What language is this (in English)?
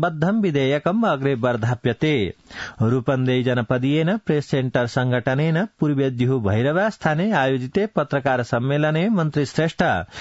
Sanskrit